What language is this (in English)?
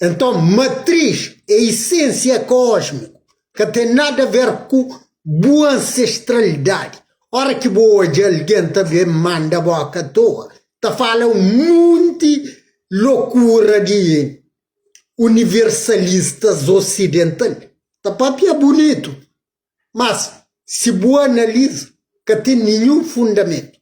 Kabuverdianu